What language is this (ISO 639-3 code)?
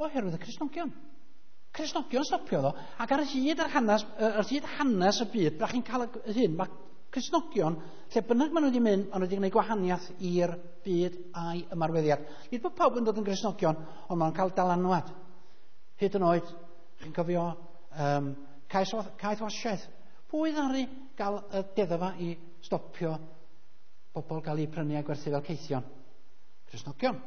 cym